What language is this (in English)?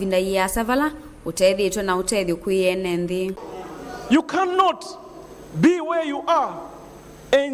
Kamba